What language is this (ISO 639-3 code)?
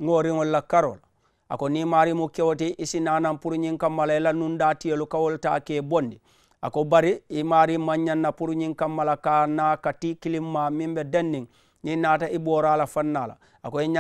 man